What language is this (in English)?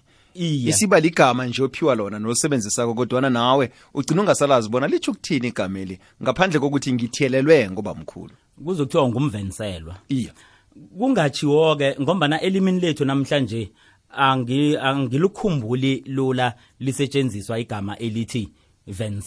South Ndebele